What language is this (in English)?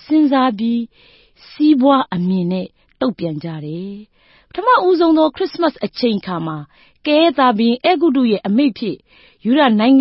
Burmese